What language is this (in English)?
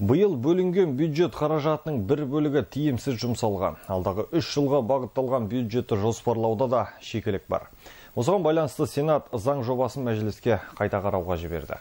Kazakh